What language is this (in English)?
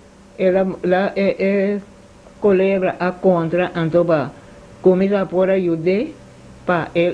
Papiamento